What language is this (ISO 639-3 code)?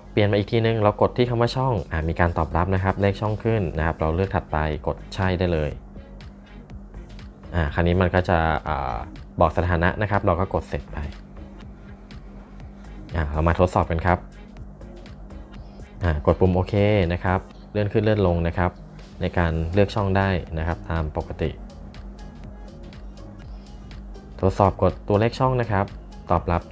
tha